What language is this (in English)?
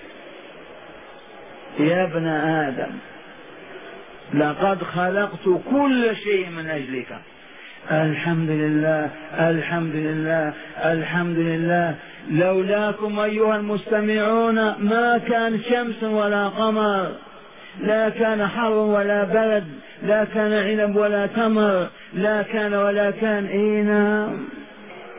Arabic